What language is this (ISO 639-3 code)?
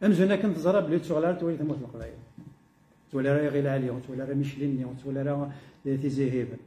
kab